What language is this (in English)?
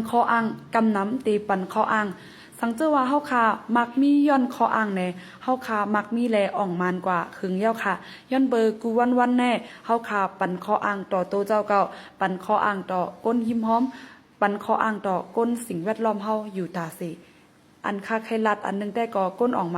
Shan